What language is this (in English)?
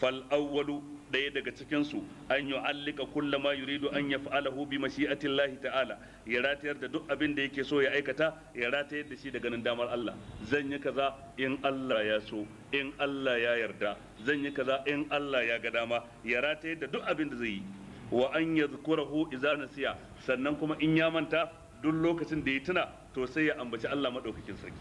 Hausa